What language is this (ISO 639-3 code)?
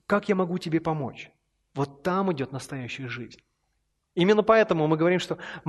rus